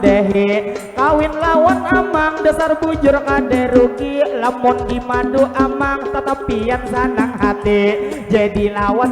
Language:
Banjar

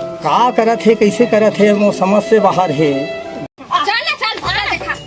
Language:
Chhattisgarhi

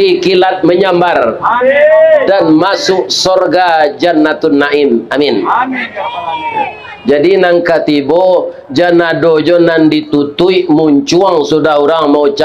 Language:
Minangkabau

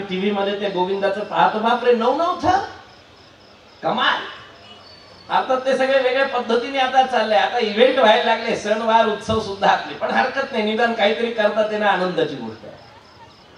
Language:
Marathi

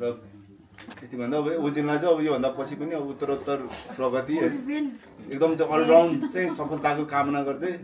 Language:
Nepali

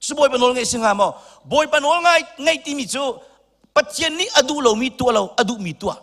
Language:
Hakha Chin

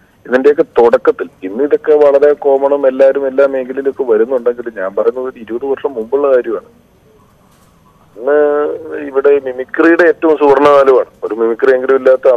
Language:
Malayalam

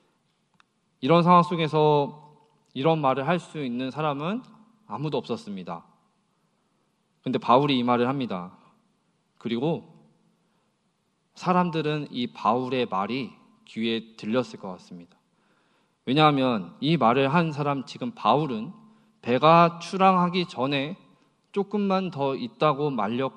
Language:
Korean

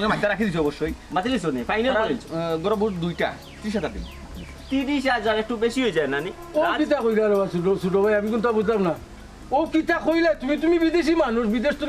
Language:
Sylheti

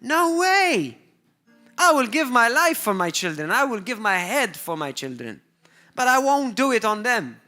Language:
English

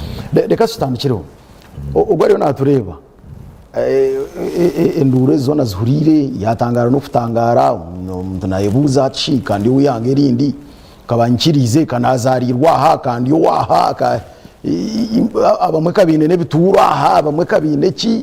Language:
Nyankole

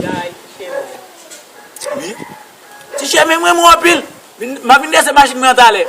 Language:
Haitian Creole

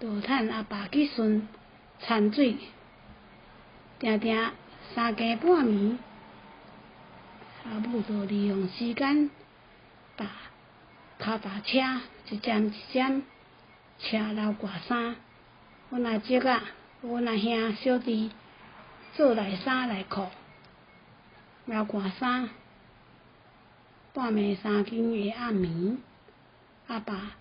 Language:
Min Nan Chinese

